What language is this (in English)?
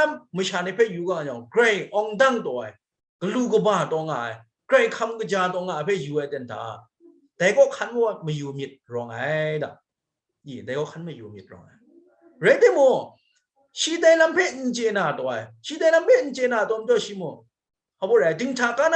Kachin